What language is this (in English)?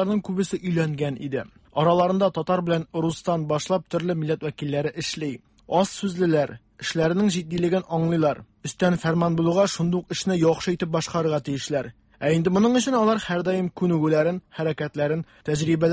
Tatar